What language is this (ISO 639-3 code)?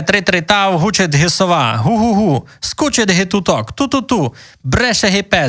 rue